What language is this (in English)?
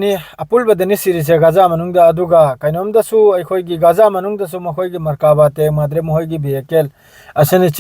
Manipuri